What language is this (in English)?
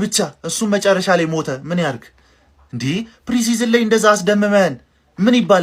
Amharic